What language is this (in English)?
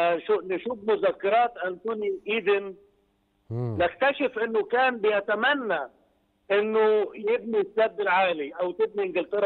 Egyptian Arabic